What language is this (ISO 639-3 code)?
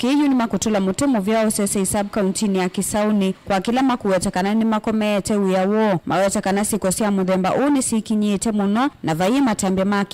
kam